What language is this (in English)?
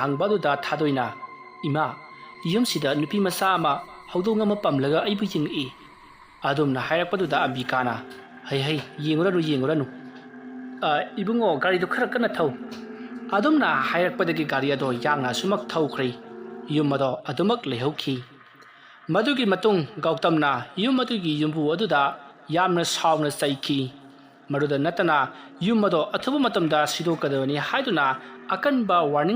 Manipuri